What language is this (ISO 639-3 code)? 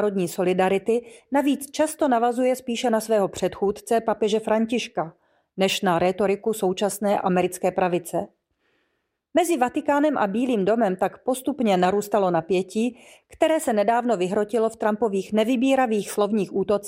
ces